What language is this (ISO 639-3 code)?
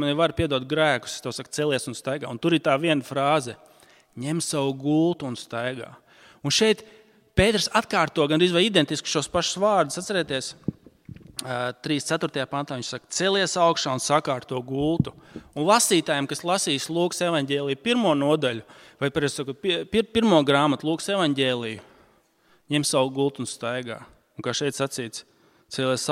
lav